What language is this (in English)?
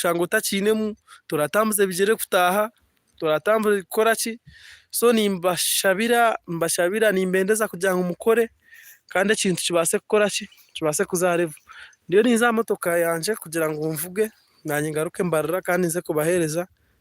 Nyankole